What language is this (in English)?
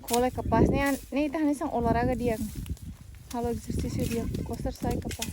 Tetum